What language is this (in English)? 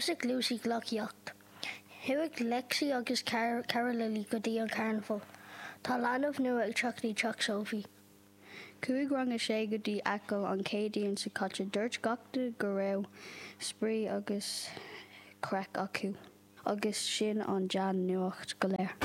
Irish